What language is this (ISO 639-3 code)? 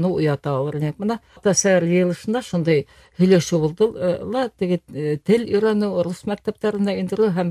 bak